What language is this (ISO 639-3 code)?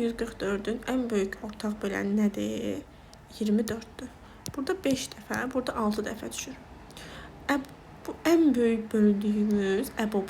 aze